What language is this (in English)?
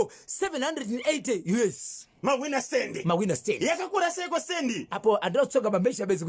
Shona